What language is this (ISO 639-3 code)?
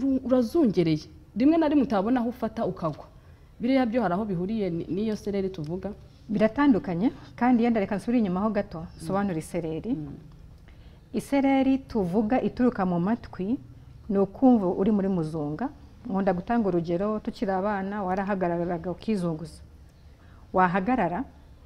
kin